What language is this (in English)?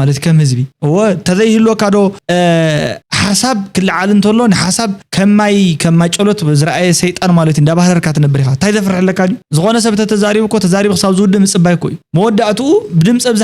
Tigrinya